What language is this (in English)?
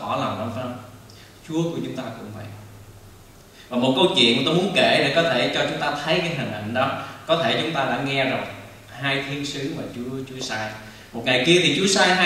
Vietnamese